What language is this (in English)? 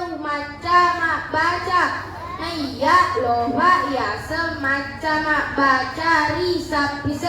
Buginese